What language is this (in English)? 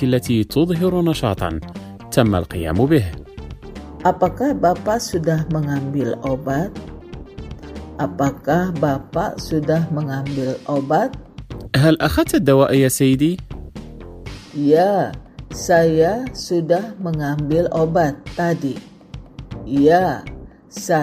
Indonesian